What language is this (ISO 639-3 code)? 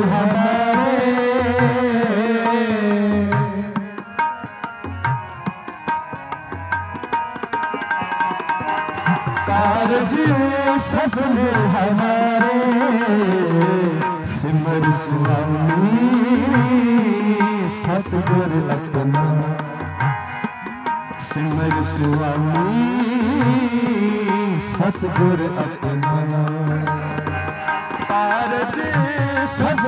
hin